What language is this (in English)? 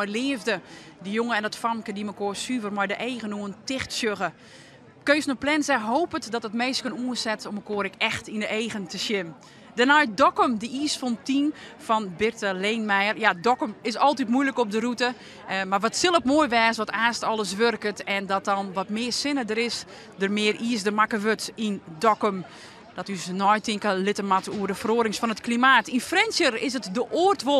Western Frisian